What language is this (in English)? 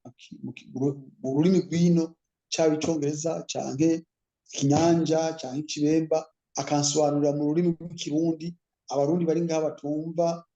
Rundi